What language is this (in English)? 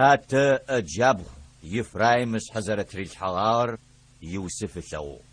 Adyghe